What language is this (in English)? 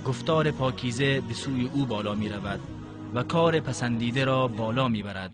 Tajik